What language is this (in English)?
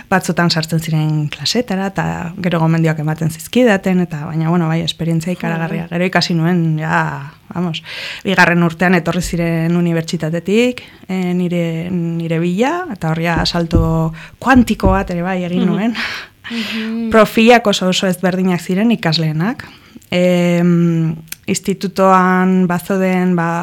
Basque